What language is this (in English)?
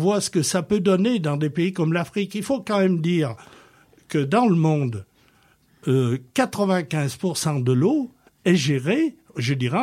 French